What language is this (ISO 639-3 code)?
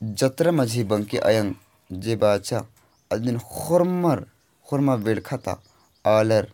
kru